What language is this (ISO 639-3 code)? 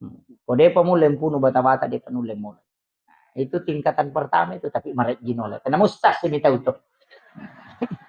bug